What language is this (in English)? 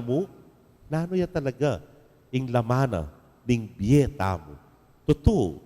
Pampanga